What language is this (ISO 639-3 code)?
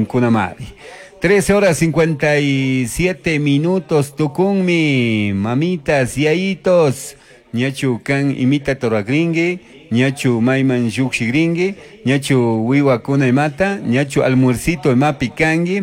qug